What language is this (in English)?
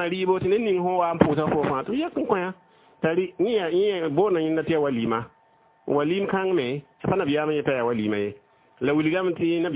Mossi